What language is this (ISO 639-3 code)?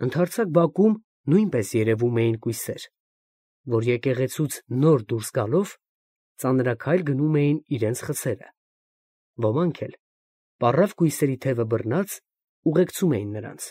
hye